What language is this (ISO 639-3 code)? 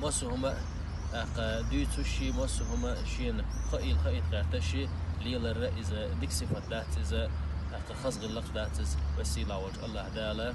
che